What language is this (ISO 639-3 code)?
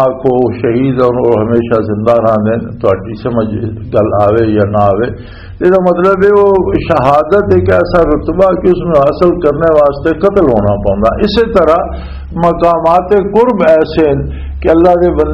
lah